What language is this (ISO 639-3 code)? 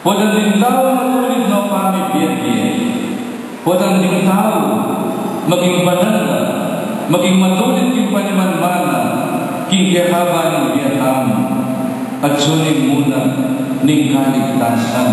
pam